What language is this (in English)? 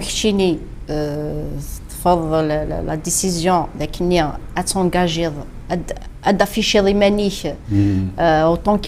Kabyle